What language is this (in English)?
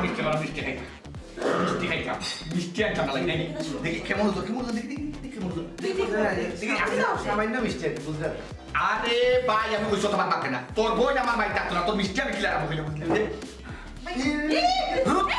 Sylheti